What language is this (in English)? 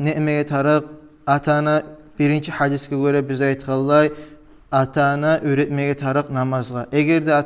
Kumyk